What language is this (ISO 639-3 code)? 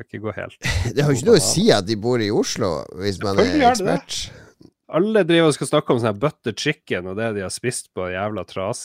nor